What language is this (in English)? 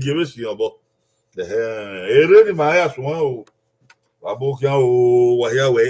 Bini